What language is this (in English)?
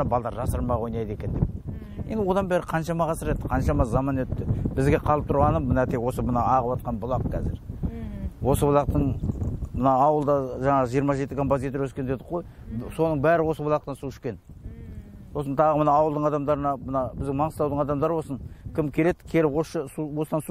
Kazakh